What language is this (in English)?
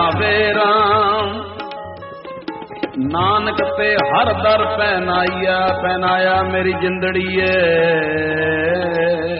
Punjabi